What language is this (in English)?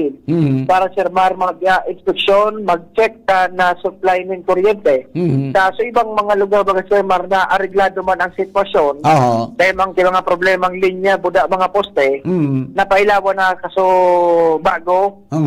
Bikol